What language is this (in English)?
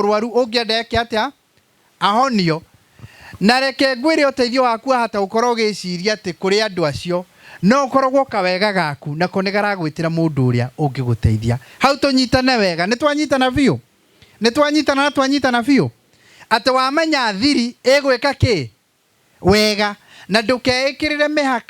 Kikuyu